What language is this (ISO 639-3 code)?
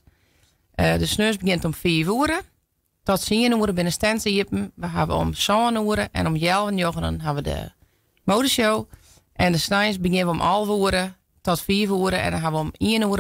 fry